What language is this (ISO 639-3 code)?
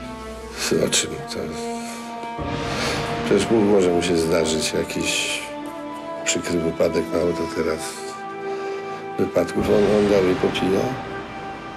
pol